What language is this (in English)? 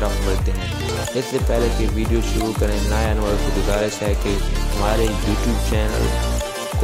Urdu